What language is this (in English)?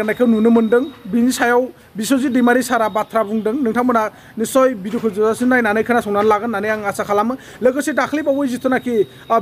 Bodo